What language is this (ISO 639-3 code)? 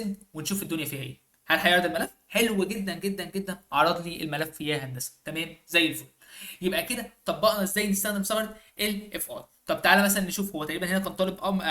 arz